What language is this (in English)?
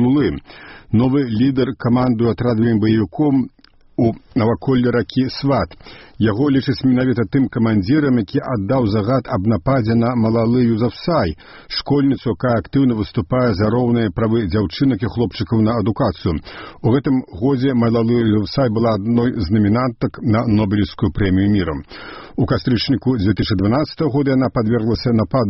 Belarusian